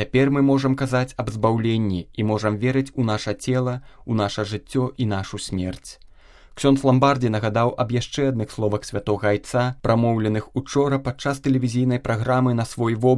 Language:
Belarusian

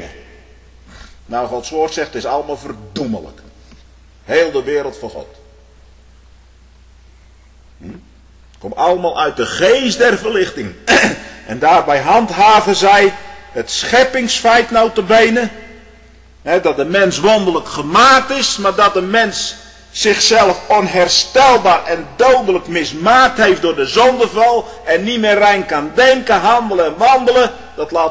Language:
Dutch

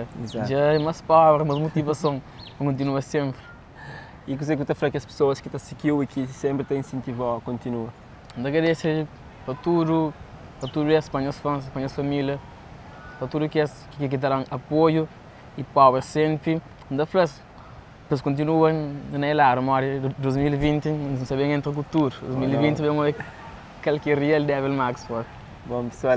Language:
Kabuverdianu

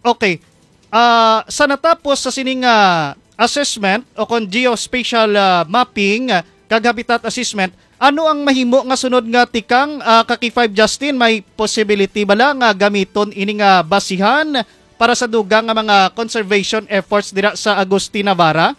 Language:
Hiligaynon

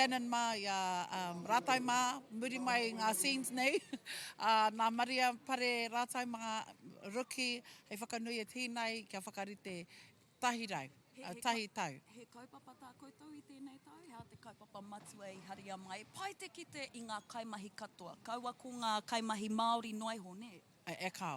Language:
Māori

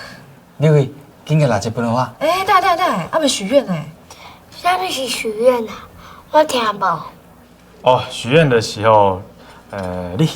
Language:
Min Nan Chinese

